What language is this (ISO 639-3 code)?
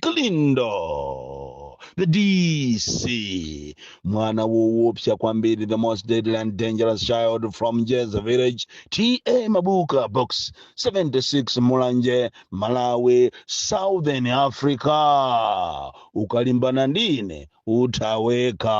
nya